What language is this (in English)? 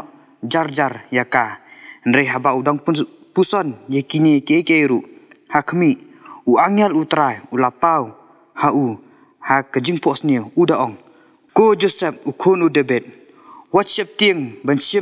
Khasi